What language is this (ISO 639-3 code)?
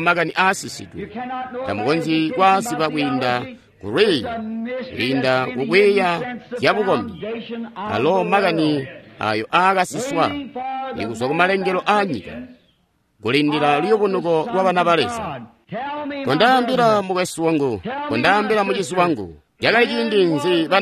toi